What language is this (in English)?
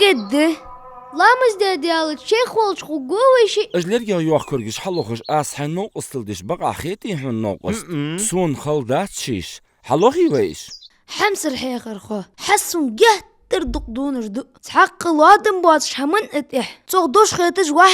Ingush